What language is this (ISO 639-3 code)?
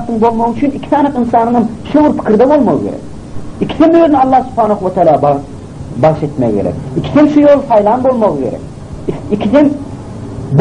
tuk